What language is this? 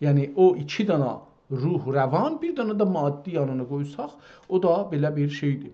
South Azerbaijani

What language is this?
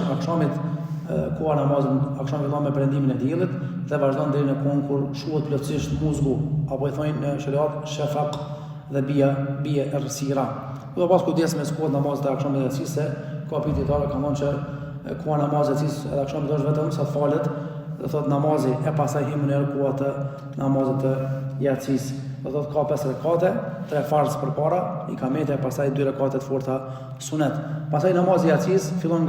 Albanian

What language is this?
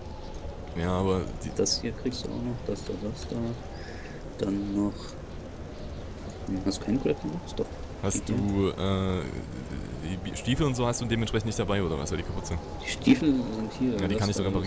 German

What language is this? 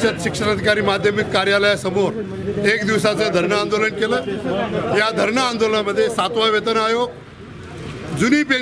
Marathi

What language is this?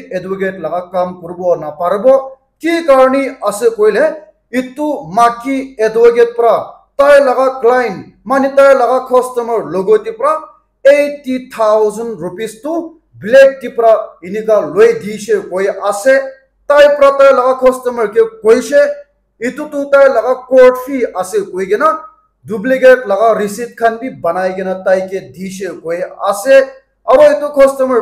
Naga Pidgin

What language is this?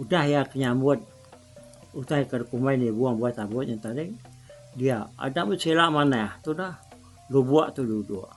Iban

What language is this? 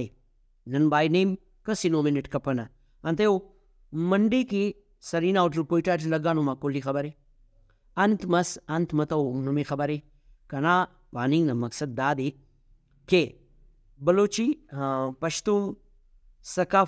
Brahui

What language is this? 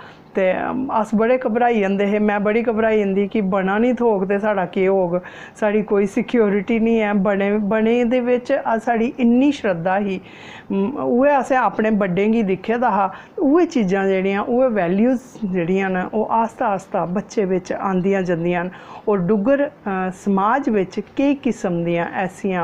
Dogri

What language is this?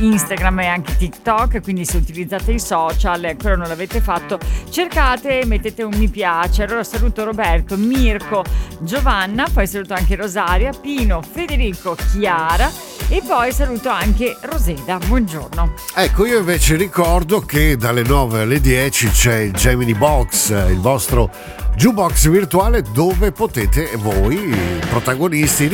Italian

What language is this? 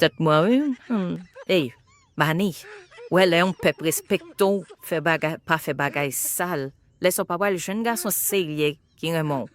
Haitian Creole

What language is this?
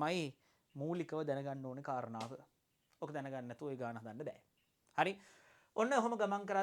Sinhala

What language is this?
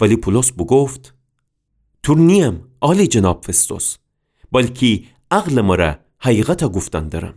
Gilaki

